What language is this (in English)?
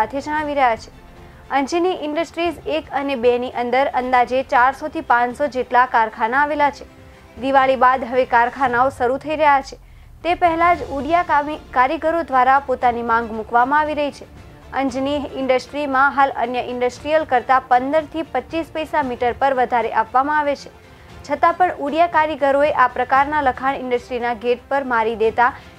Gujarati